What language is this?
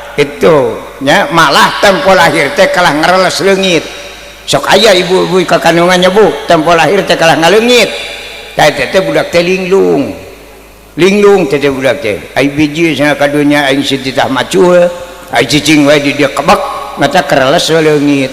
Sundanese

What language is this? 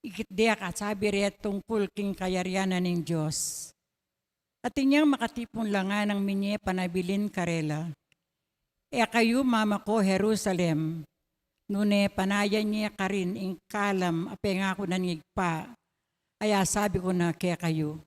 Pampanga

